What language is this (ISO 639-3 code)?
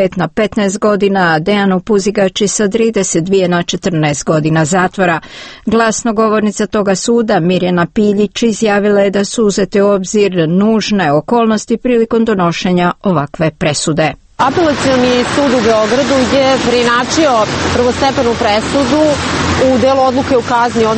srp